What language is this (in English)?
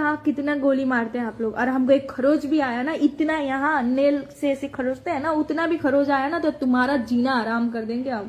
Bhojpuri